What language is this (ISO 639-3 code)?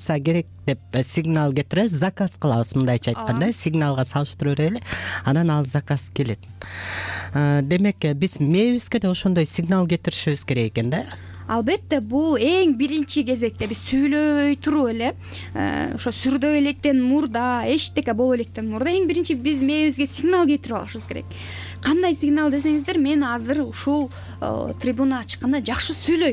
kir